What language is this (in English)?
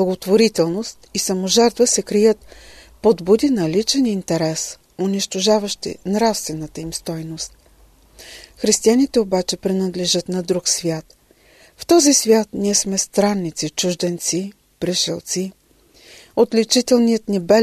Bulgarian